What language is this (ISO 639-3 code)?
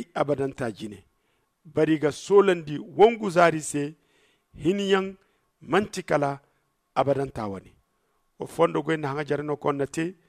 dje